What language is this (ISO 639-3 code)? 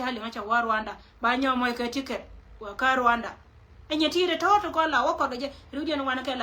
nus